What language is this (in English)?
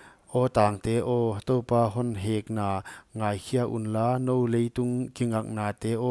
Paite Chin